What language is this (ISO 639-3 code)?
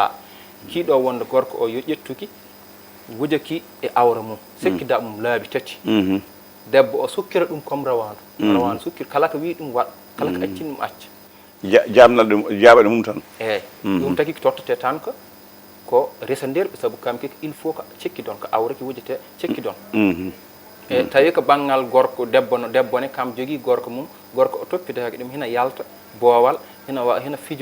ful